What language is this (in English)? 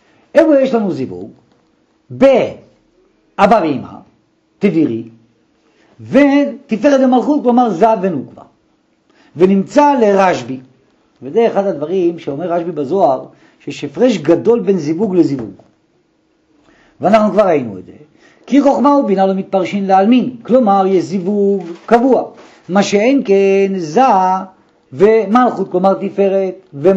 Hebrew